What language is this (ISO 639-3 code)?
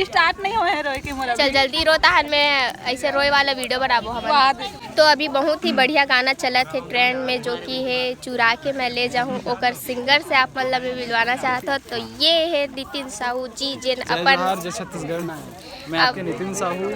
hne